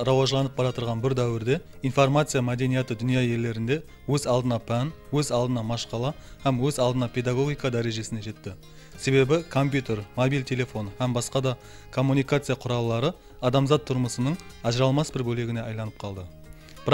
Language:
Kara-Kalpak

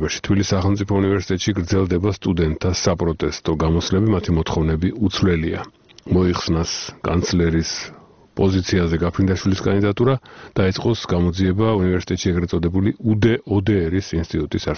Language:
Georgian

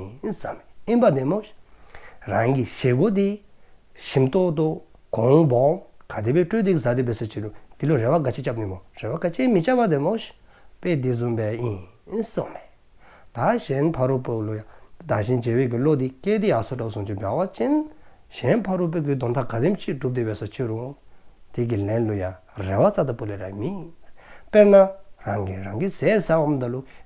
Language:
Dzongkha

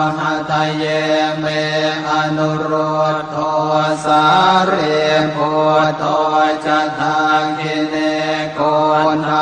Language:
Pali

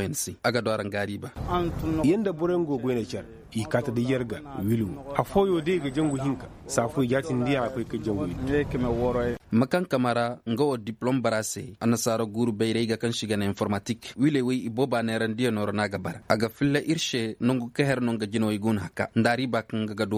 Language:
Koyraboro Senni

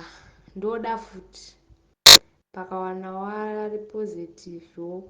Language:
Shona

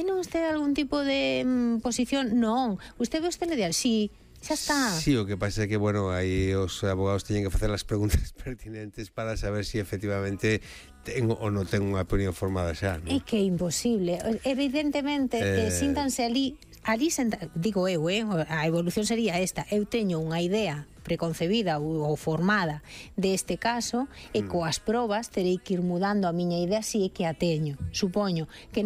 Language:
Galician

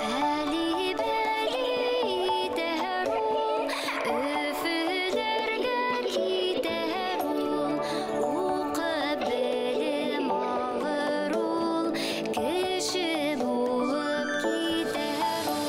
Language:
Bashkir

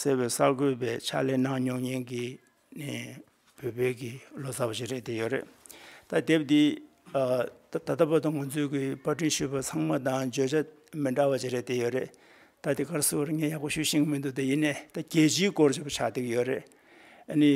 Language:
Tibetan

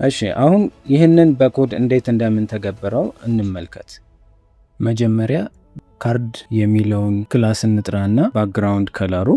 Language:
Amharic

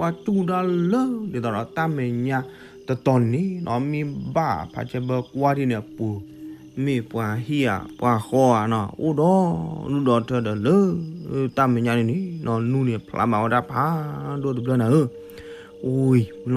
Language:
S'gaw Karen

